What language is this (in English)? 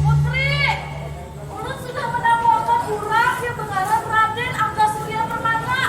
Banjar